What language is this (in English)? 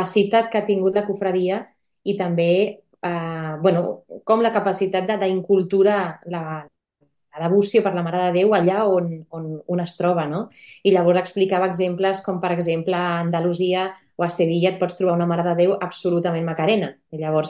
Catalan